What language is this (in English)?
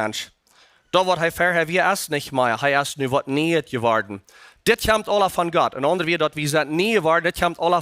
Plautdietsch